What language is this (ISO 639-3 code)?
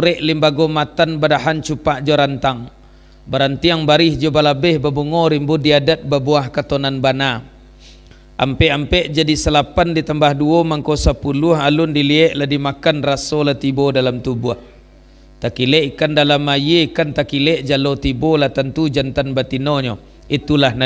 min